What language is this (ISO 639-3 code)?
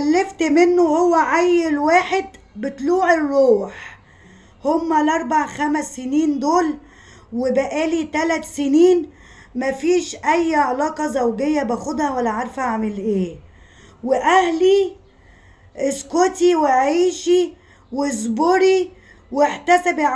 arz